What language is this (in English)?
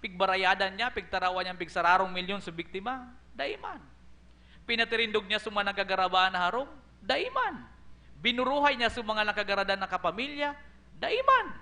Bikol